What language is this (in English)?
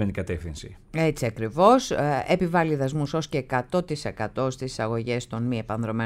Greek